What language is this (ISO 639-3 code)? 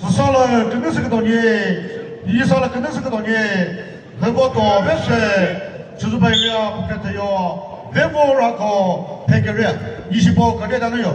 nri